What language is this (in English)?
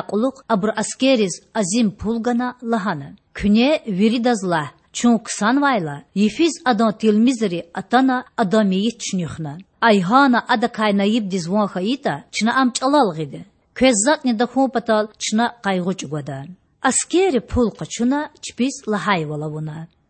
Lezghian